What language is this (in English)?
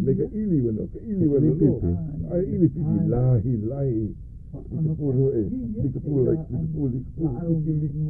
Hawaiian